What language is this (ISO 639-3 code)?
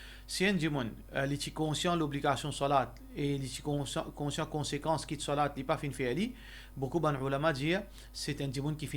mfe